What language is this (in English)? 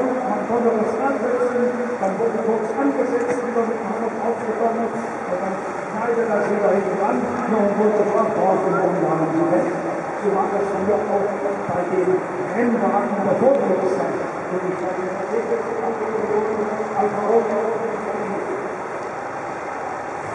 German